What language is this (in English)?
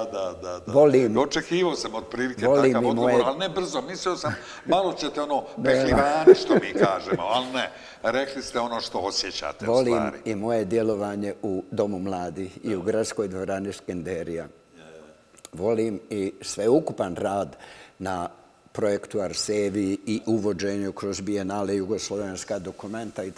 Bosnian